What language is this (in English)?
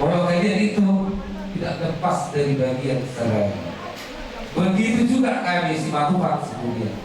Batak Toba